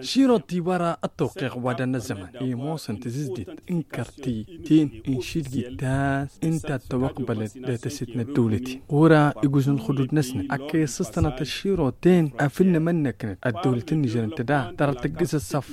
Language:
Tamasheq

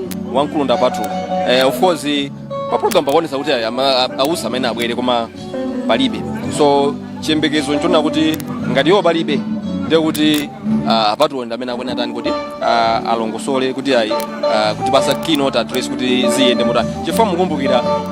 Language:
Nyanja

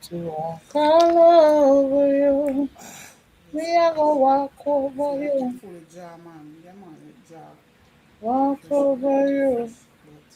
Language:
Jamaican Creole English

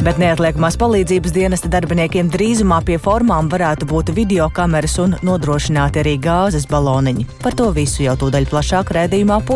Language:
Latvian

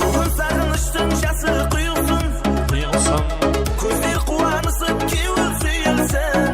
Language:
Kara-Kalpak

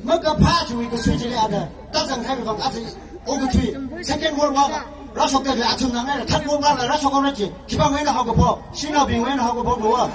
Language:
Tangkhul Naga (India)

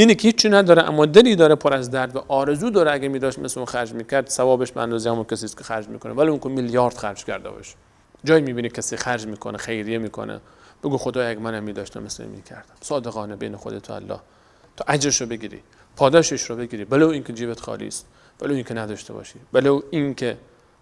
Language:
Persian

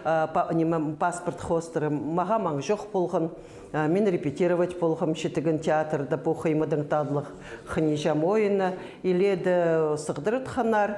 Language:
Khakas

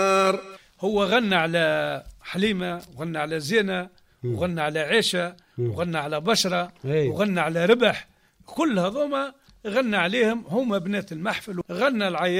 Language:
Tunisian Arabic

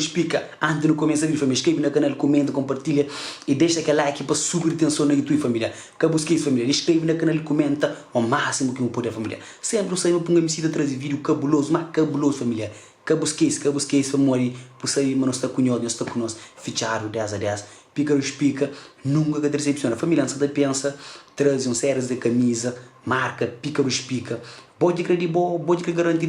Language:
Kabuverdianu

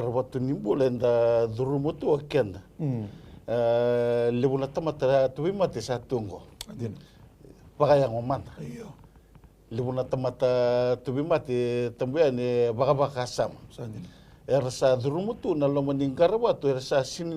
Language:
Fijian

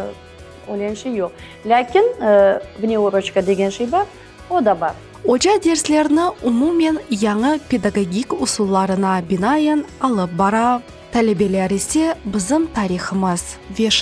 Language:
Crimean Tatar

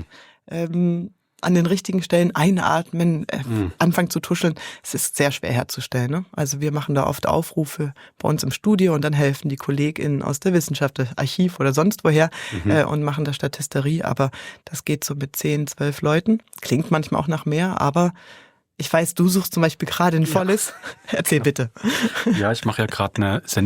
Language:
Swiss German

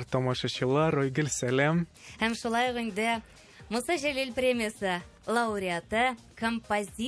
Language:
Tatar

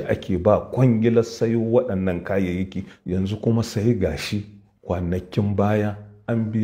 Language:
Hausa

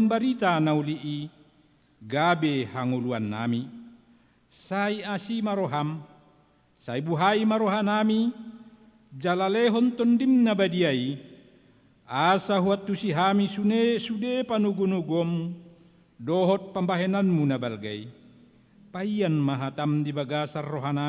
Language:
Batak Toba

